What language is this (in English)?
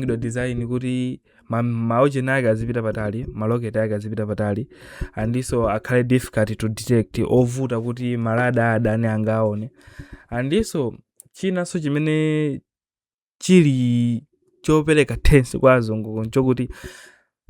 Nyanja